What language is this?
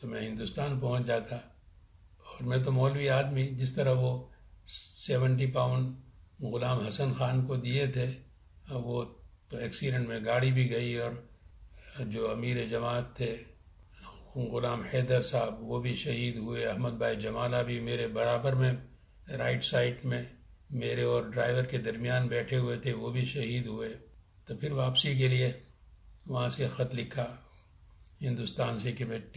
Urdu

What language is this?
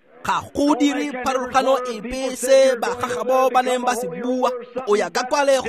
Tswana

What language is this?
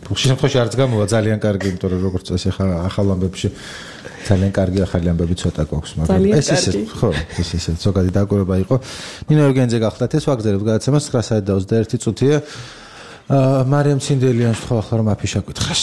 Georgian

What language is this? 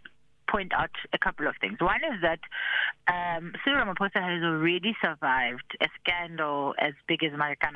English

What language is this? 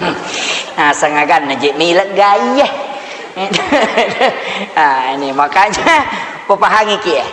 Buginese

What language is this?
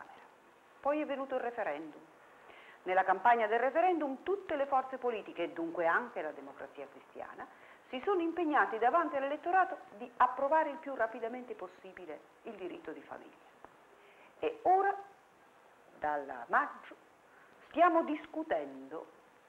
Italian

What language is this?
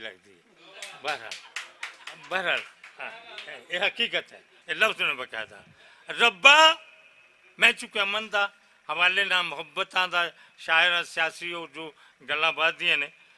Western Panjabi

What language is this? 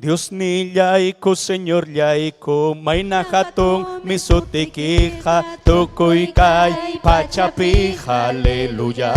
Ayacucho Quechua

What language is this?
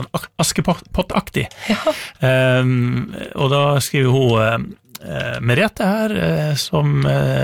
Norwegian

